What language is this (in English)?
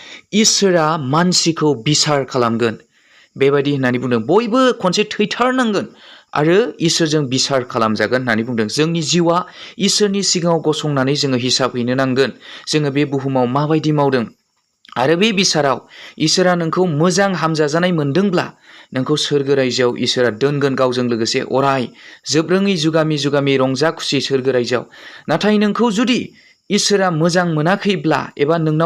Bodo